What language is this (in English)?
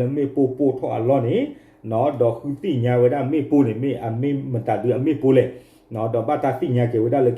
S'gaw Karen